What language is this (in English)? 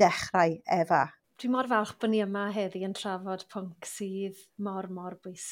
Welsh